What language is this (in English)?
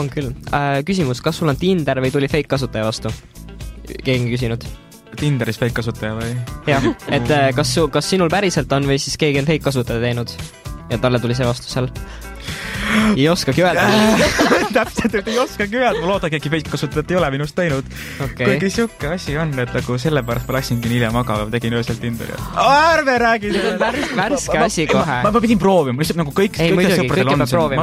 Estonian